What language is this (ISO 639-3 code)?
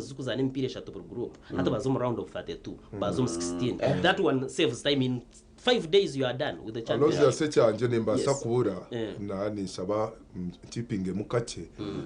nyn